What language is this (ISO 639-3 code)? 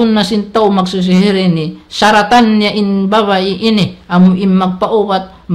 tsg